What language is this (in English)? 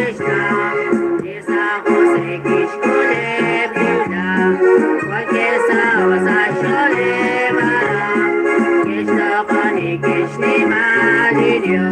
Kekchí